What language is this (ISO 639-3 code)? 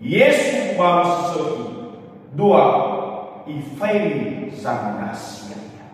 nia